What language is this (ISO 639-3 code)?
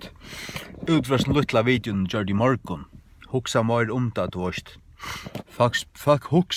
fao